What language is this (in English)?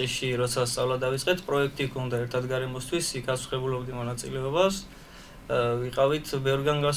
Georgian